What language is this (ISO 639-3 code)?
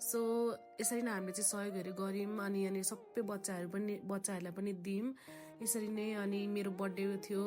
nep